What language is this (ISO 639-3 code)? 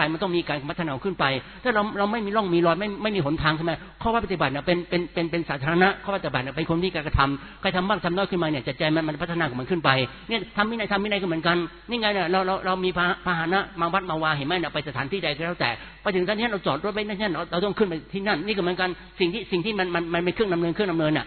tha